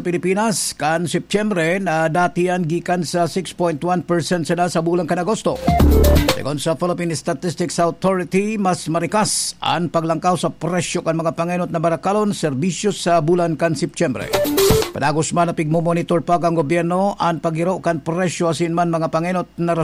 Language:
Bikol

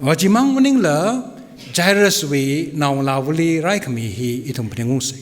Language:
Tangkhul Naga (India)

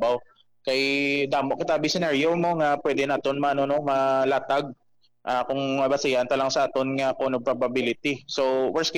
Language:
Hiligaynon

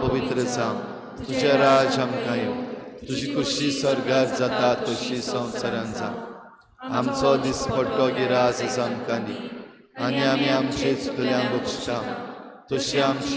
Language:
Konkani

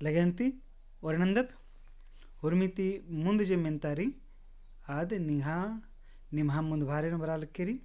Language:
Kurukh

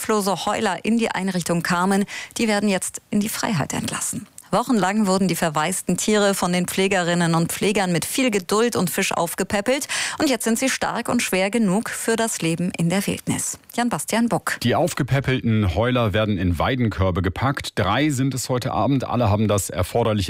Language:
German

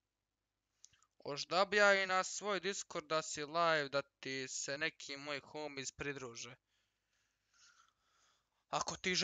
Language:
Croatian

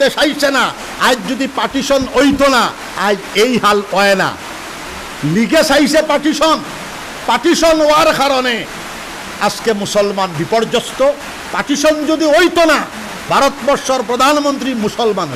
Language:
Sylheti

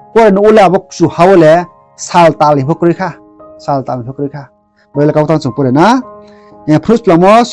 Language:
Riang (India)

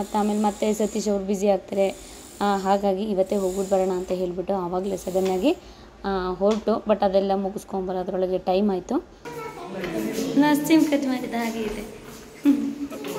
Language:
Kannada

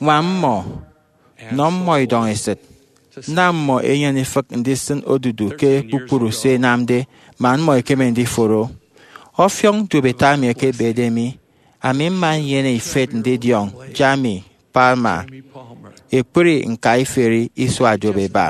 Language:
Efik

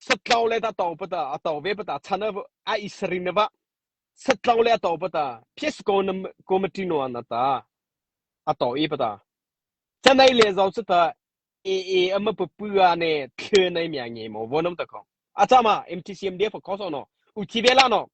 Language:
Mara Chin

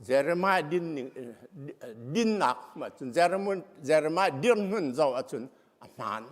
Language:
Hakha Chin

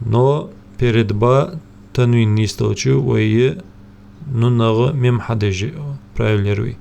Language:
Ingush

